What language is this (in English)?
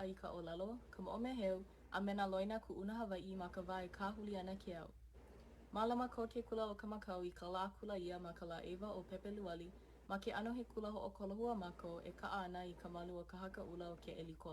Hawaiian